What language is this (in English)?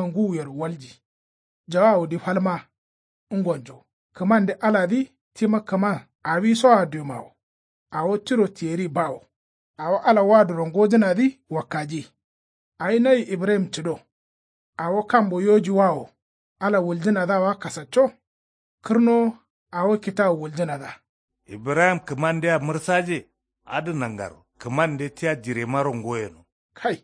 Kanuri